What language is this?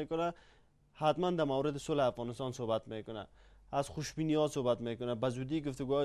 Persian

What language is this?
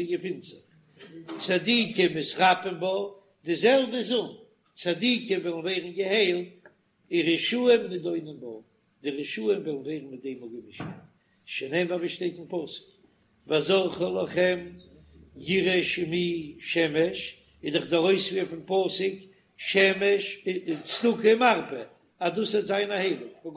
Yiddish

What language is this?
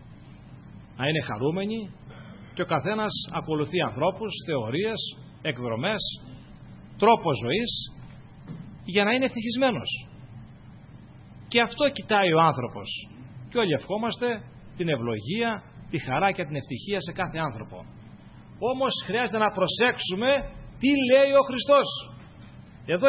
Greek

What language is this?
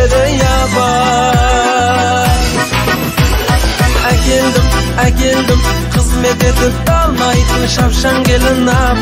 Kazakh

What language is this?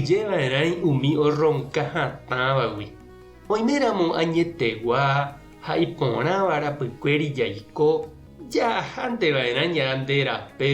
Guarani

